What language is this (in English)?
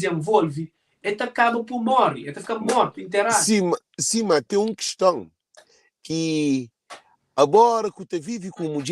Kabuverdianu